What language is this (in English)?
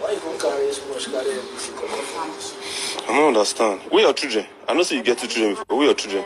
Nigerian Pidgin